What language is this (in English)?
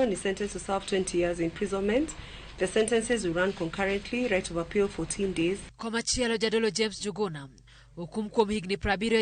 Luo (Kenya and Tanzania)